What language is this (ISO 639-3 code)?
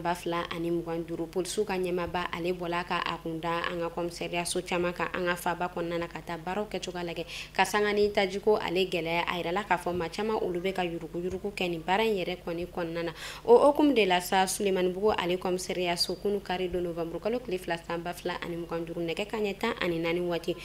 bam